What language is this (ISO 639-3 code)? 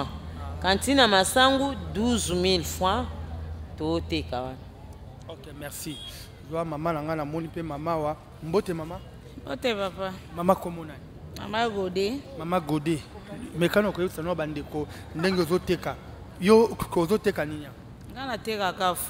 lin